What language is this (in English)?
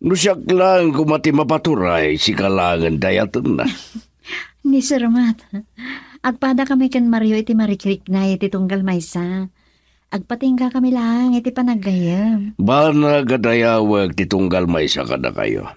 Iloko